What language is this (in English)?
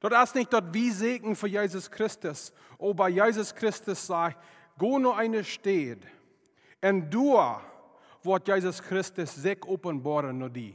Plautdietsch